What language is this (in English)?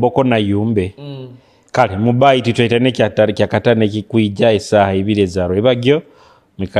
Nyoro